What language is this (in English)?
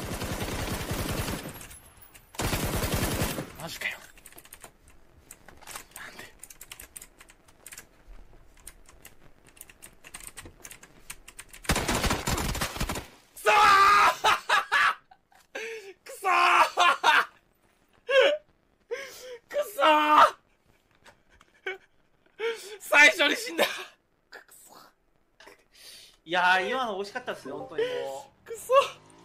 Japanese